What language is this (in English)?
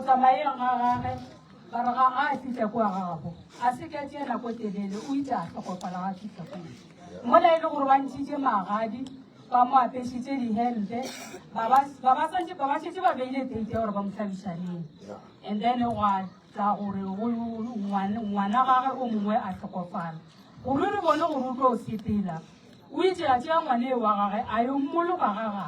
Northern Sotho